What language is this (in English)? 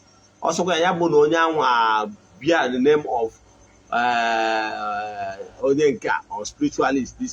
Igbo